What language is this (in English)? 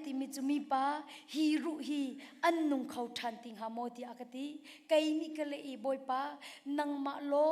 Hakha Chin